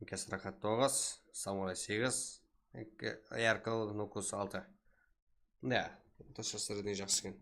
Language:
Kara-Kalpak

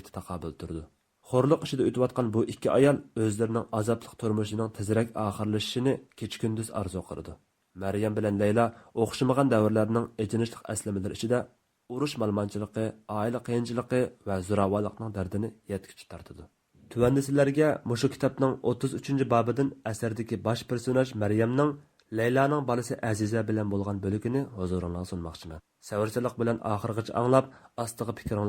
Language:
Uyghur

